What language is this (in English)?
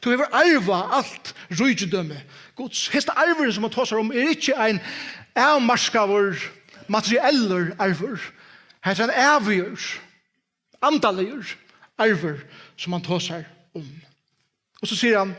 Faroese